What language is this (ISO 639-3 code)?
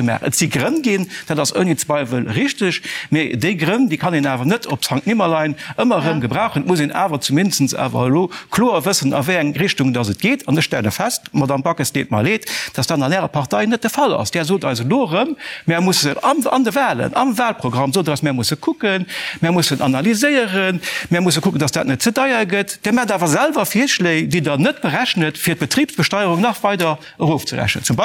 ltz